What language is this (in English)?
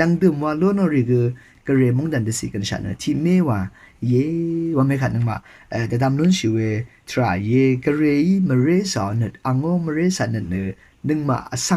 Rawang